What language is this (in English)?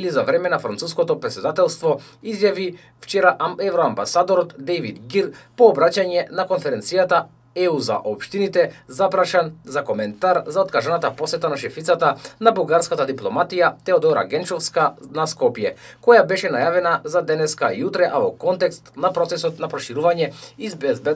Macedonian